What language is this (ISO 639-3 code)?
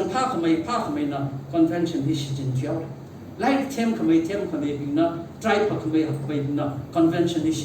nmf